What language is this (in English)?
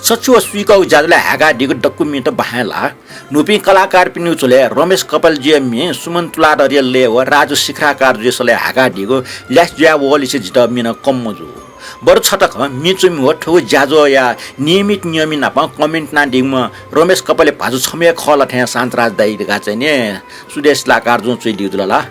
Newari